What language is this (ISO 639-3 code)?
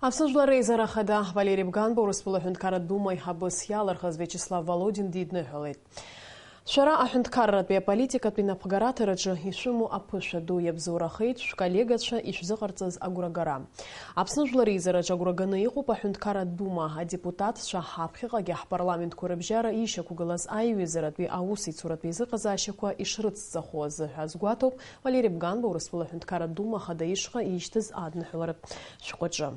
abk